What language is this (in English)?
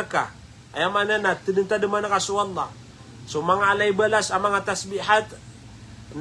Maranao